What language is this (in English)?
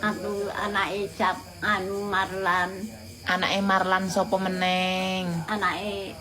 Javanese